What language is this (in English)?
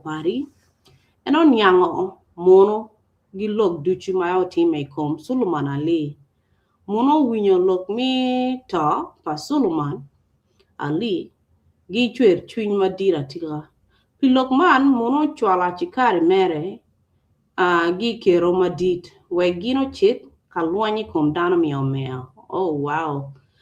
Acoli